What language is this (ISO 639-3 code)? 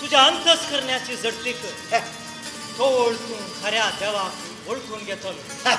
kok